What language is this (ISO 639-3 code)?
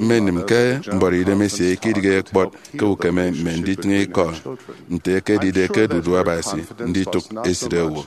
efi